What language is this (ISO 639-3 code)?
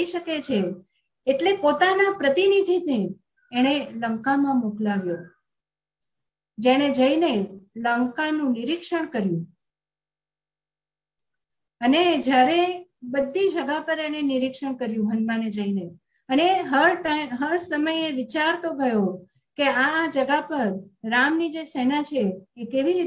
guj